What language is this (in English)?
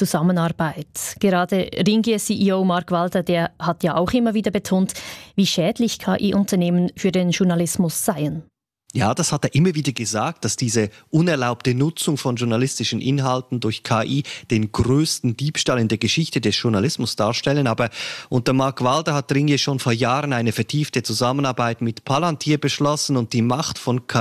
German